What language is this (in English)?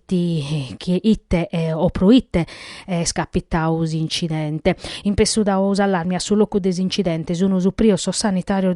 Sardinian